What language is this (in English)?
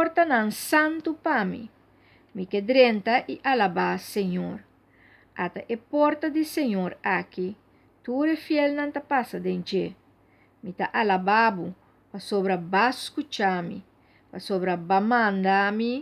Papiamento